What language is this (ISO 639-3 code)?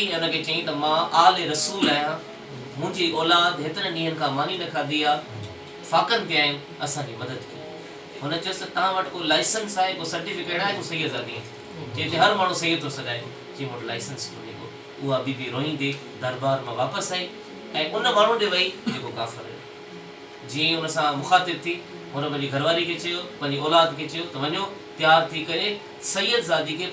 snd